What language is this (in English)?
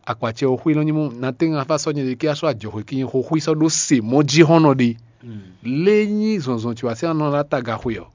Fon